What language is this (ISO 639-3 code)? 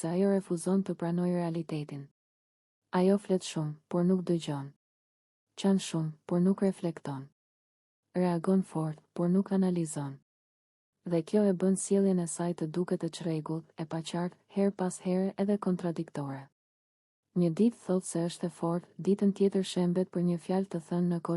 sqi